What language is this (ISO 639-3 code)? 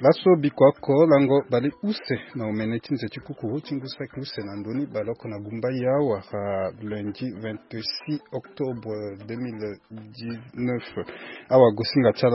sag